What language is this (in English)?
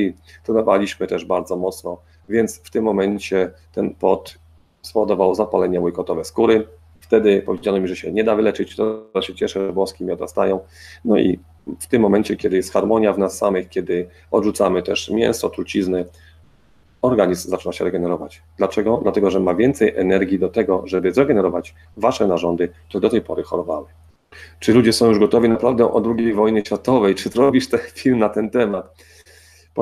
Polish